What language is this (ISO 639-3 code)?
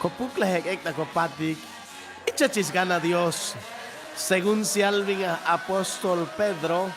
cac